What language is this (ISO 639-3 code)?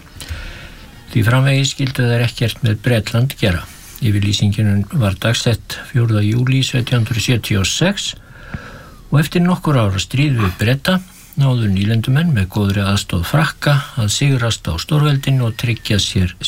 isl